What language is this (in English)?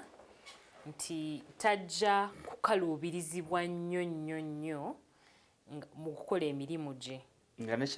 Ganda